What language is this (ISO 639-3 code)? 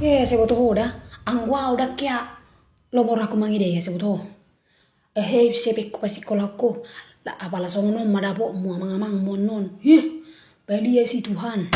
bbc